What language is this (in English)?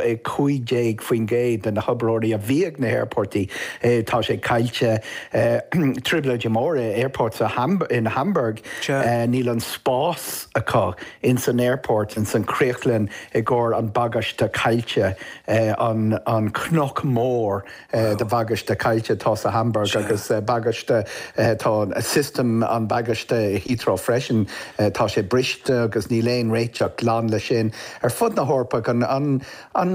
Irish